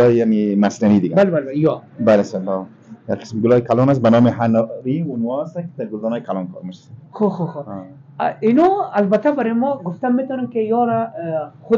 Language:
Persian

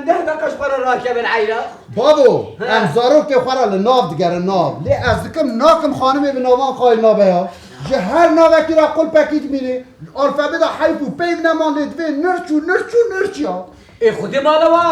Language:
Kurdish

